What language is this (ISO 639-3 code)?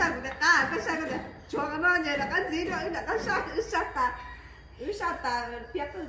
hmn